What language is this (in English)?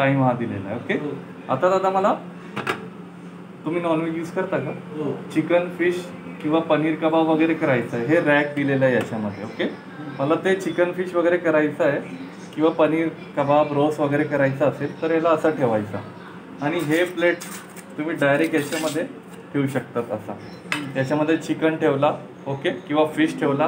Marathi